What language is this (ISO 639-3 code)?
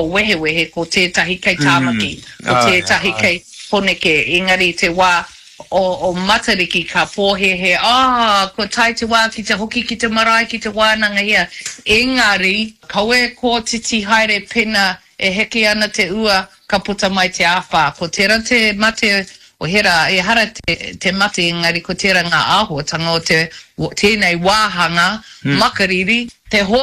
mri